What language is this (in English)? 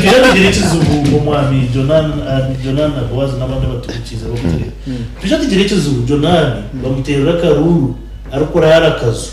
Nyankole